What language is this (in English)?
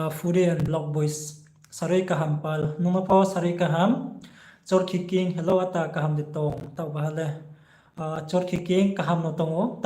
Riang (India)